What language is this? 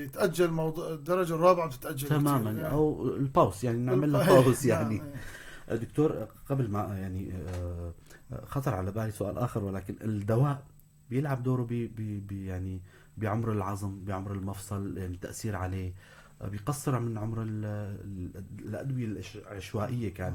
North Levantine Arabic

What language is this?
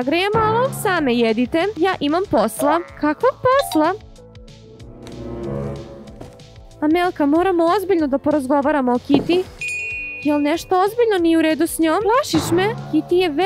Serbian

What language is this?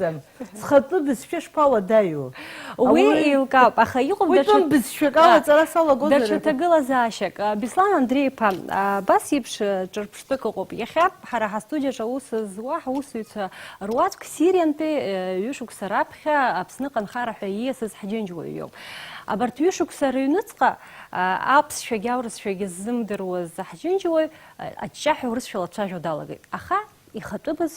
Abkhazian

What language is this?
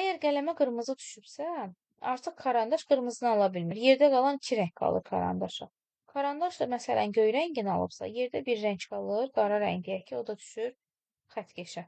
Azerbaijani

